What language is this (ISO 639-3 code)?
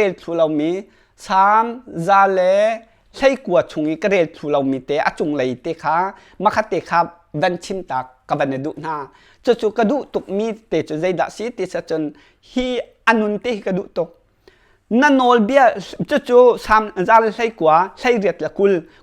cnh